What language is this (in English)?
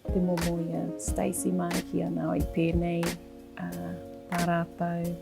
Māori